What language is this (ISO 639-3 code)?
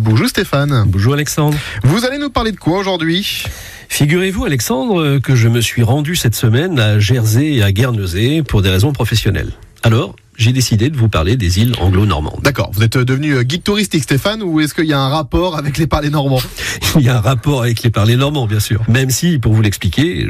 fra